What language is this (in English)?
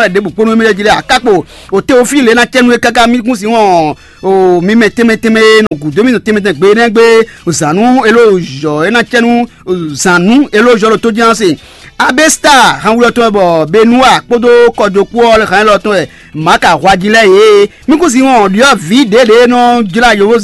Fon